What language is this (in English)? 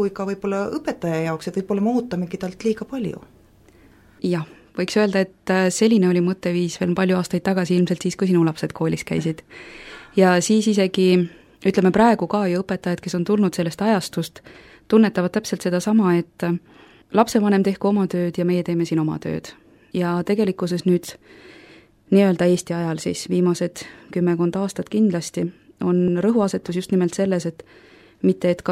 Estonian